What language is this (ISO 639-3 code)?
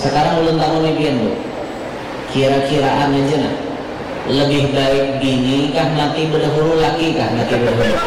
bjn